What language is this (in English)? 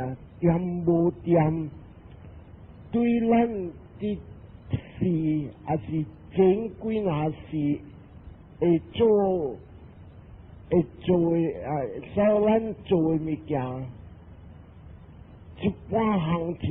Min Nan Chinese